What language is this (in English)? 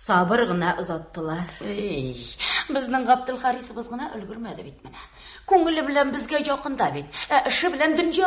Tatar